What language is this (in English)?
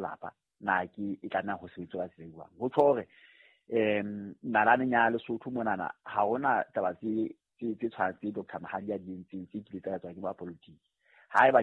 Southern Sotho